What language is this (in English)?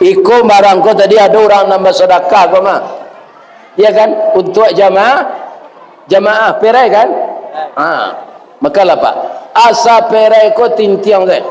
Minangkabau